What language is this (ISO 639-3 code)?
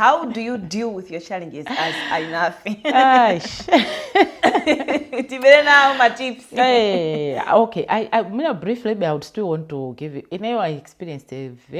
nya